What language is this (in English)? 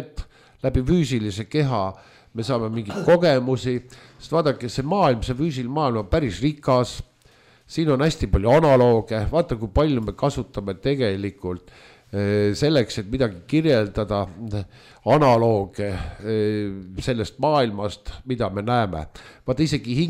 Estonian